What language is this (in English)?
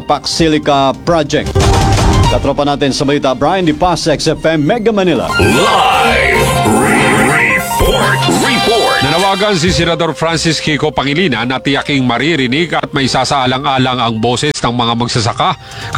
Filipino